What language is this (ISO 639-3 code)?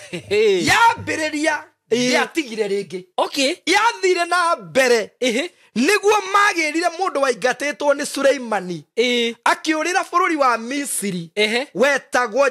kik